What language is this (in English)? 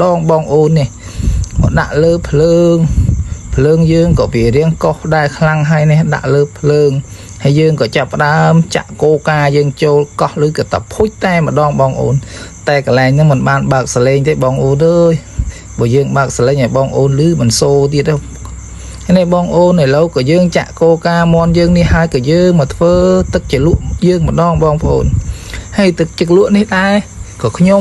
Khmer